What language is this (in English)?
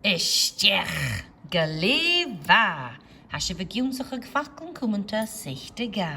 Scottish Gaelic